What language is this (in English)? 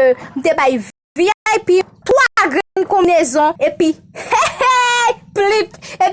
Haitian Creole